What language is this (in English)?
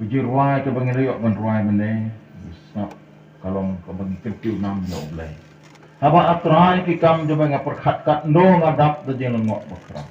Khasi